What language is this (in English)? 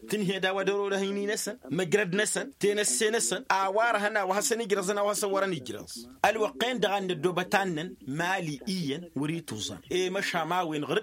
Tamasheq